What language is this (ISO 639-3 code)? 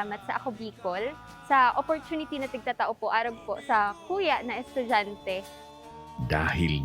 bik